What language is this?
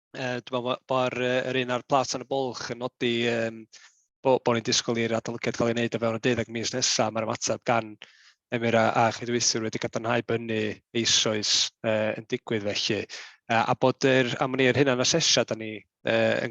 Welsh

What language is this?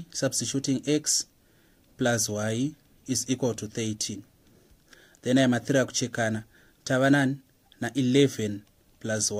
Shona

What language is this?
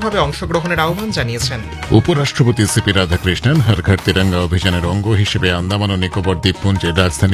Bangla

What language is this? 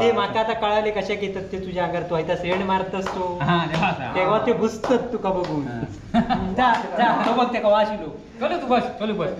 Konkani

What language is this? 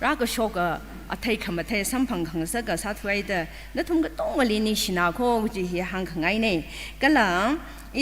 Tangkhul Naga (India)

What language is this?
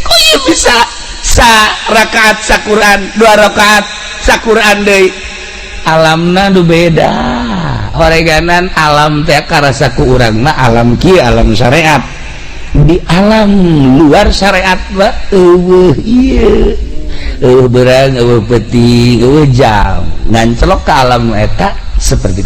Sundanese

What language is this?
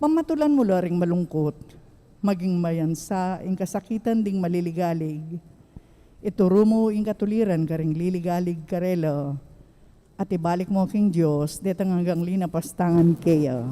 Pampanga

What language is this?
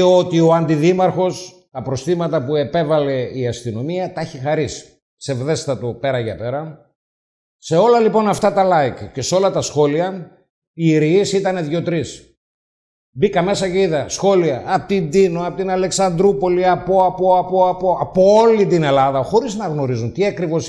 Greek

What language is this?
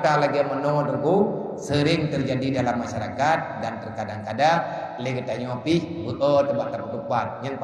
Achinese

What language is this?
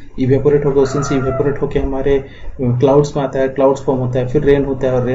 Hindi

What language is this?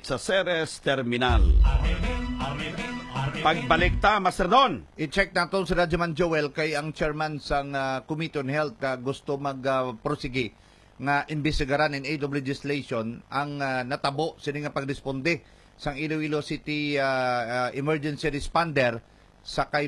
Hiligaynon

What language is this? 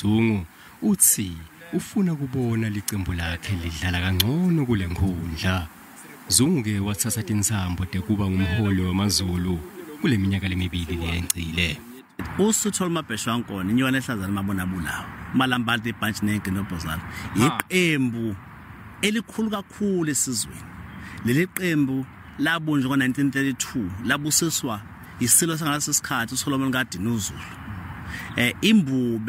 Zulu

